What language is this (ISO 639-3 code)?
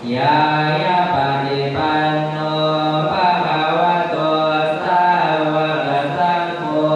pli